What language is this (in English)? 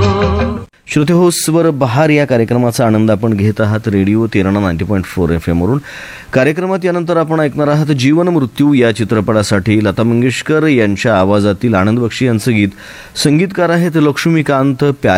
Marathi